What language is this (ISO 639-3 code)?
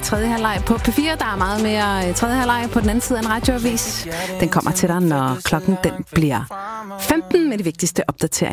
dan